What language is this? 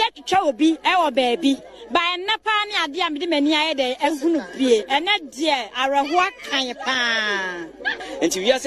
Akan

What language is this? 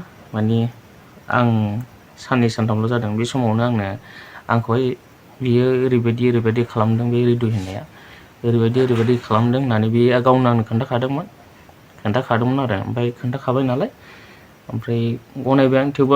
Bodo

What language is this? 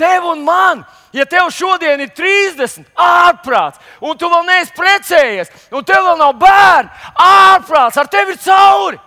Latvian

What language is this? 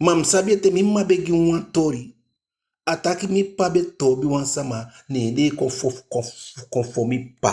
Eastern Maroon Creole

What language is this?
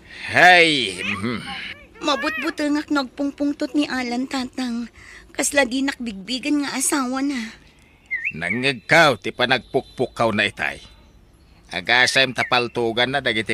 Iloko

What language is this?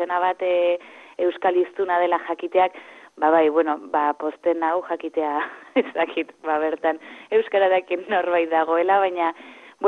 Basque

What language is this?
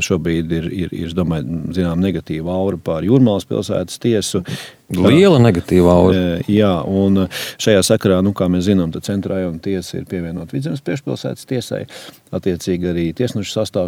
Latvian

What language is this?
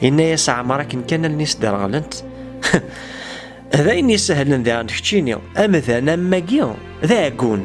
Kabyle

